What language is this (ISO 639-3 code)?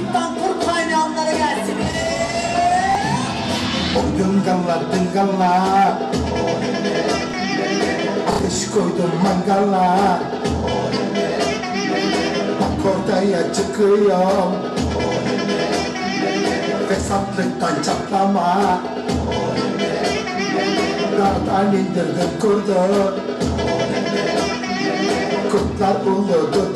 tur